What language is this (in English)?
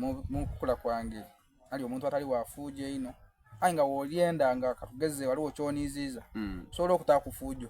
Soga